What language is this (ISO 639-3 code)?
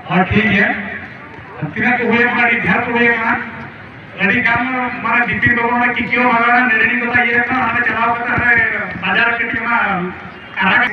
sat